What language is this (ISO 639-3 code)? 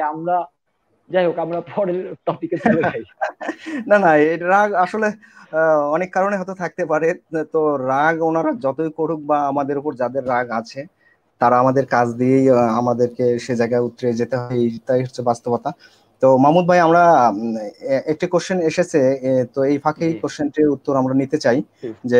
ben